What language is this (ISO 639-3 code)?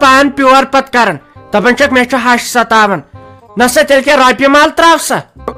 kas